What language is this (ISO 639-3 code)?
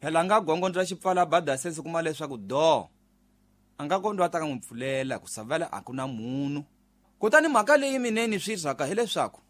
tso